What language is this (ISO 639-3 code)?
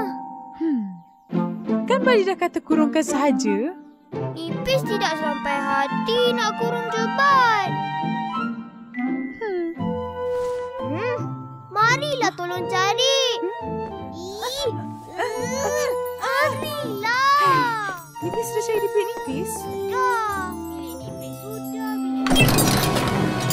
msa